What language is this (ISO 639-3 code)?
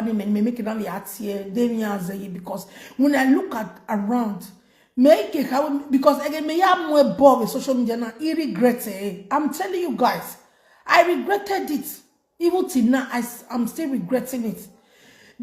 pcm